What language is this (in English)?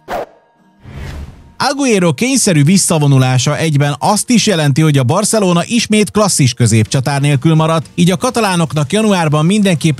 Hungarian